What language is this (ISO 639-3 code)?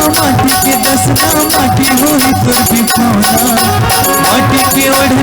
hne